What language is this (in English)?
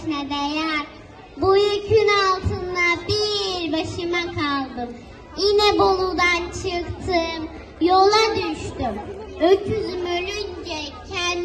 Turkish